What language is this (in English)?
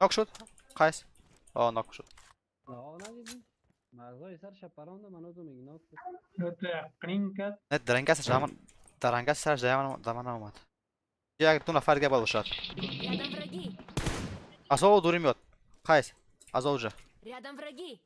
Persian